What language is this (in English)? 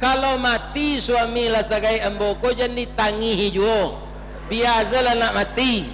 Minangkabau